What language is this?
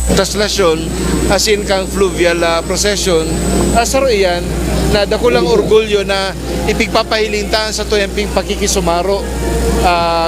Bikol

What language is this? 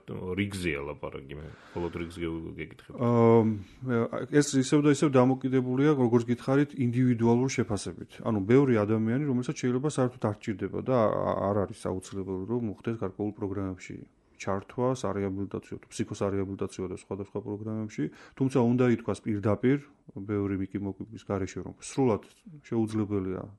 Georgian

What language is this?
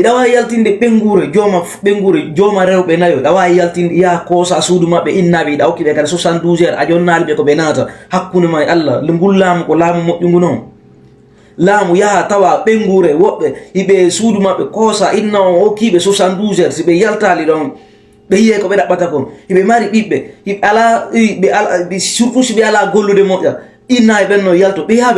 Fula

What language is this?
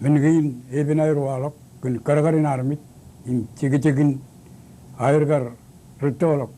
Marshallese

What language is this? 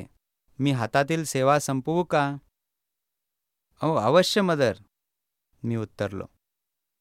Marathi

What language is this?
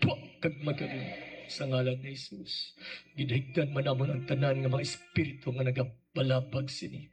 Hiligaynon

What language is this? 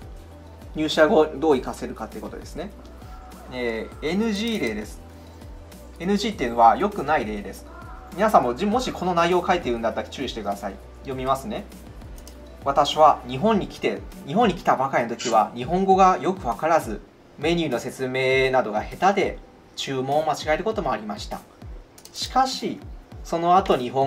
Japanese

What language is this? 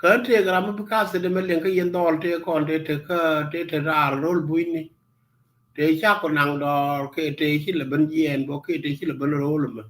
Nuer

